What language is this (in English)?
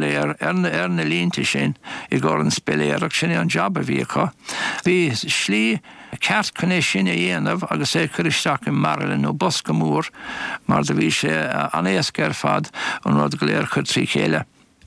Irish